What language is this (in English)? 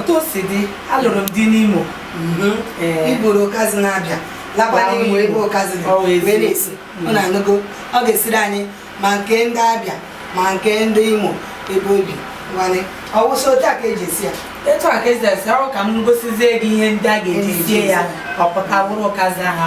Igbo